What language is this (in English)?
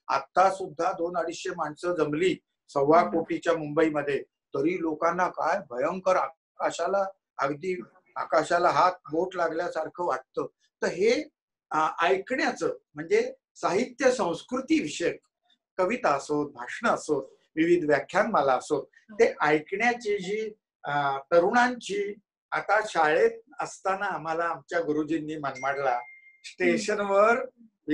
Marathi